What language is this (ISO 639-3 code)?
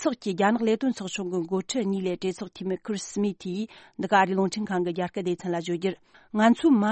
bod